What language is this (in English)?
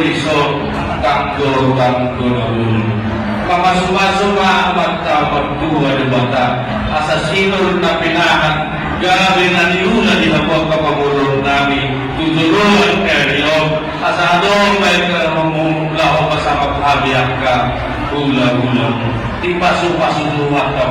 Batak Toba